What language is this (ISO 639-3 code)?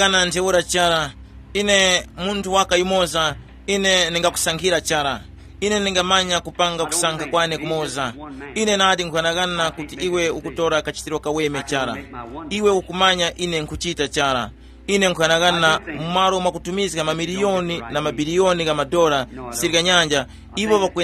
tum